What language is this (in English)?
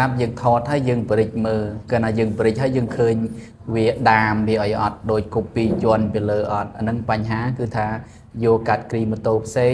Khmer